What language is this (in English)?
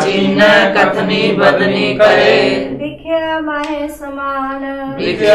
Punjabi